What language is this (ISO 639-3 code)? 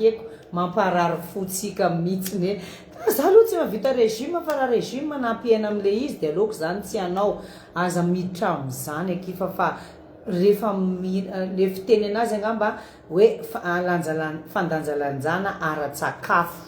mlg